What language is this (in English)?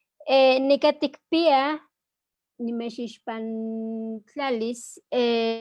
Eastern Huasteca Nahuatl